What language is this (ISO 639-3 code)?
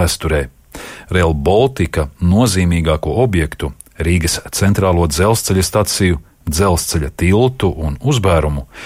lav